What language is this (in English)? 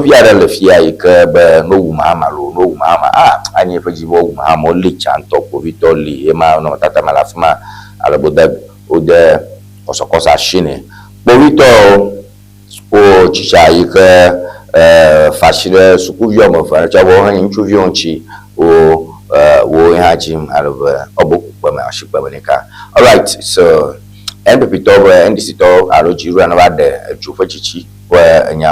Ewe